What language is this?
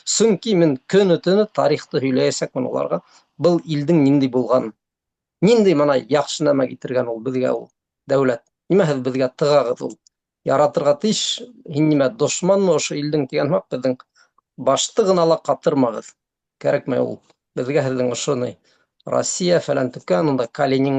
Bashkir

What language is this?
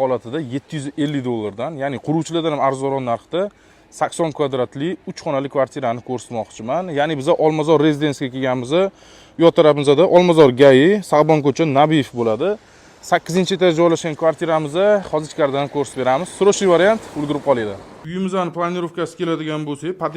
Uzbek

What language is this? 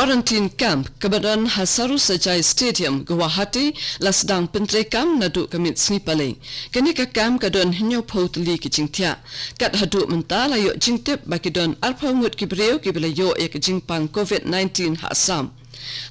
Khasi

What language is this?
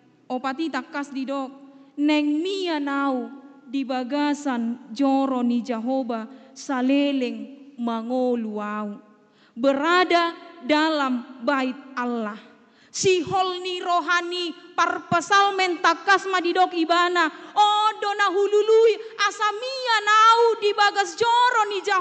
Batak Toba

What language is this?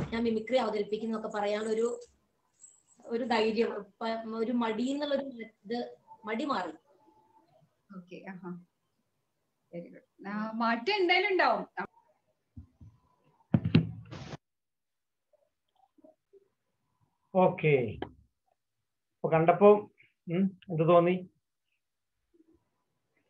Malayalam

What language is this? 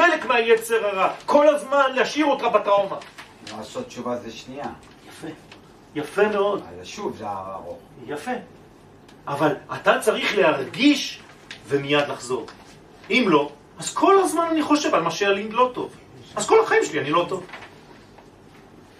Hebrew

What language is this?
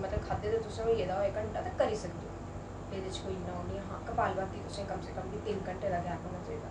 Dogri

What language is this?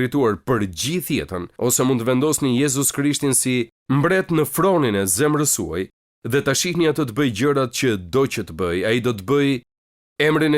Albanian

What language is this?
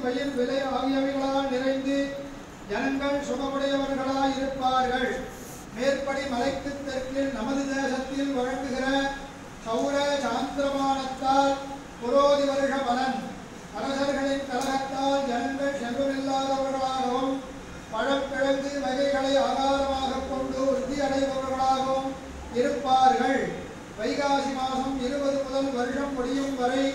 Tamil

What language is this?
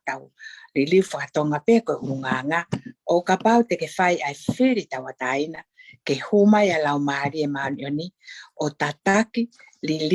Tongan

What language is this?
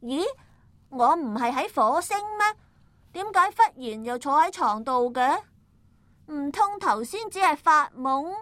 Cantonese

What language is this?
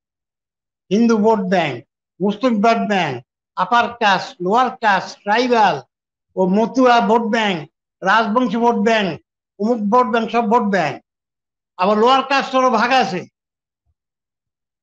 Bangla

